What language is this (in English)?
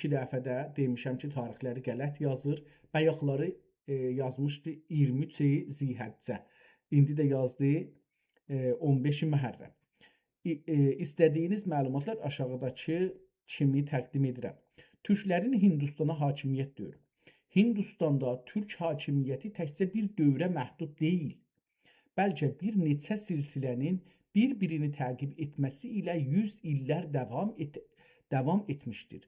South Azerbaijani